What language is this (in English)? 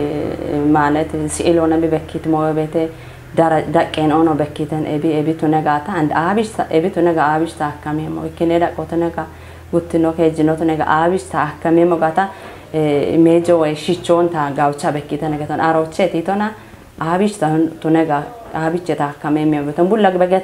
Kafa